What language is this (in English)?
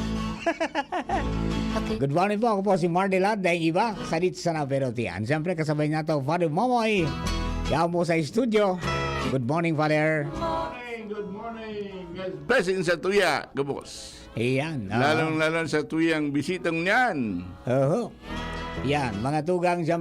Bikol